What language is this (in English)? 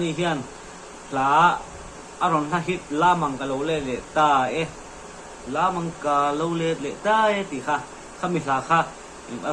Mizo